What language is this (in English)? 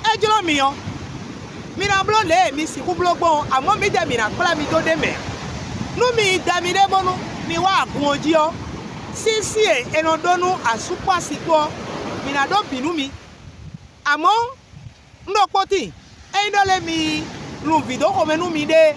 Fon